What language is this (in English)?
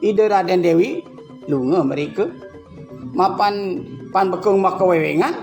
Balinese